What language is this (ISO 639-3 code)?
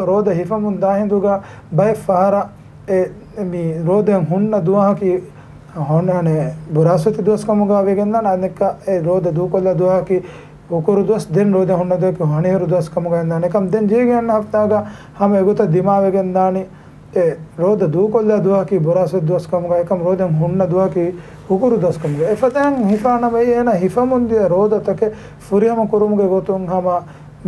div